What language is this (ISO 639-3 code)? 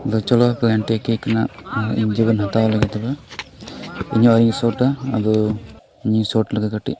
sat